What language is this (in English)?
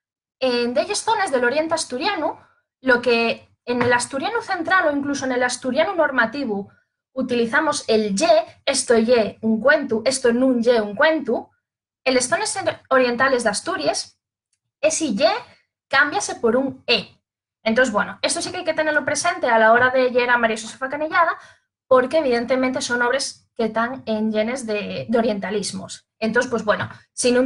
Asturian